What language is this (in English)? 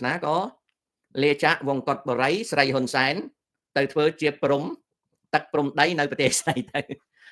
Khmer